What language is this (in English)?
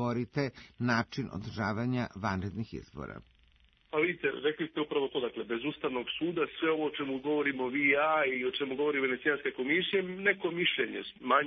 Serbian